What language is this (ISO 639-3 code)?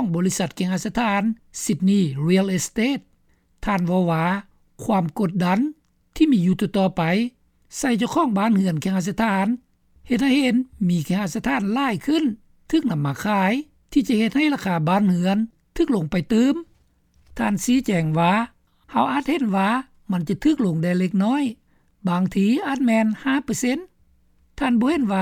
lao